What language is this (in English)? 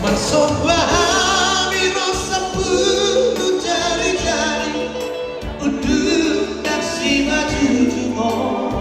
Batak Toba